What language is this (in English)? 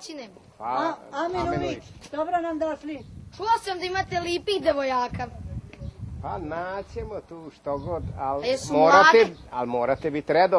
Rusyn